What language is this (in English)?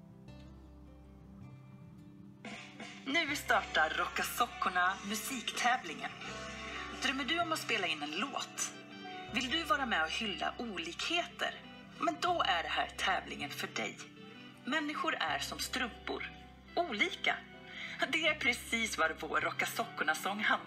Swedish